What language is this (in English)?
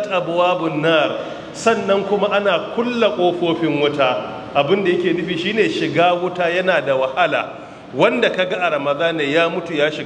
Hausa